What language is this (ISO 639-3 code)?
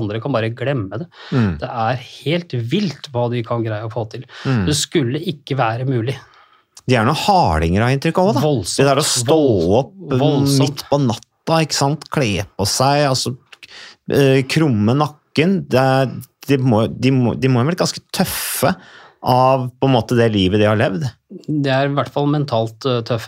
nor